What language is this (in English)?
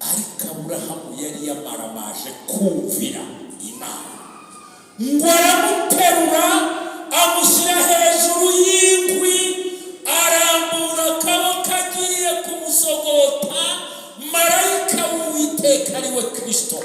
Kinyarwanda